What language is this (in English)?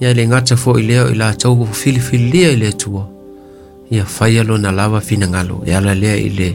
Samoan